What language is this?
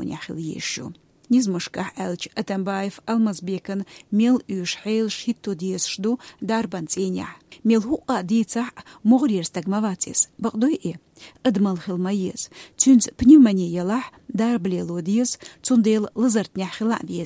Chechen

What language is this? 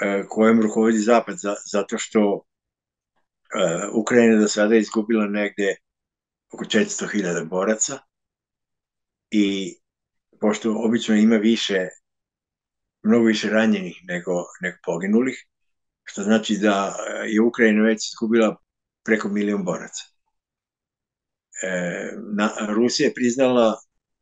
Serbian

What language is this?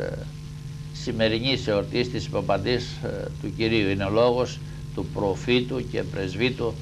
Greek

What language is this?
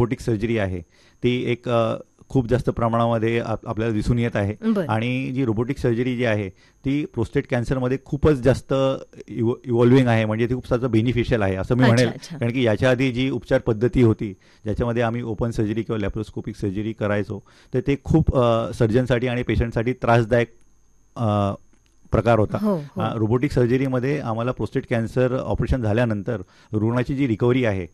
Marathi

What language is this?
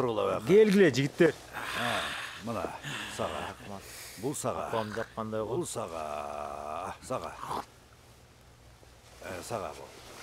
Kazakh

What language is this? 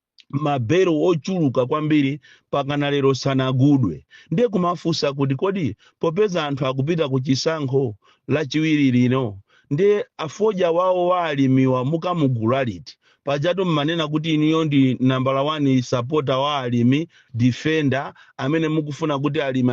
Nyanja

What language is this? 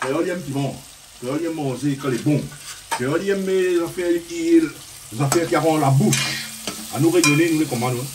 Réunion Creole French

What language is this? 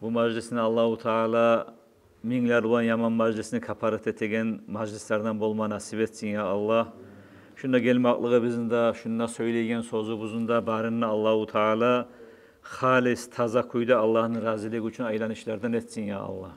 Kumyk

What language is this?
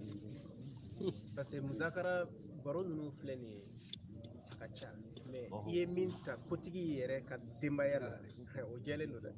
Bambara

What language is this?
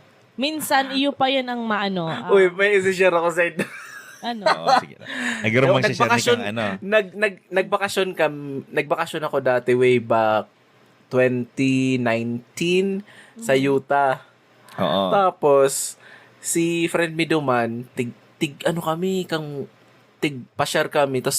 Bikol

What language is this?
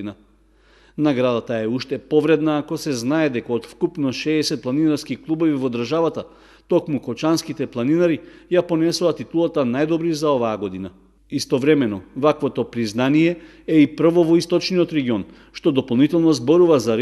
Macedonian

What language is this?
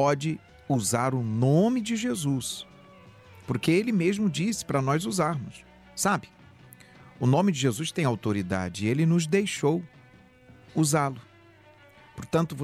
Portuguese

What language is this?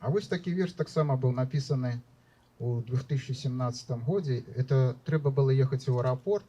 Belarusian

